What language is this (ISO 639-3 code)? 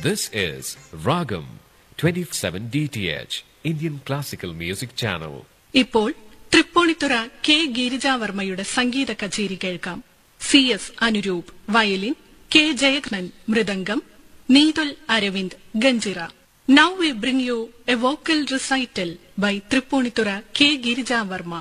mal